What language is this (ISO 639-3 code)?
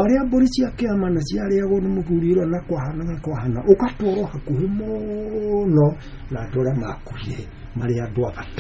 kik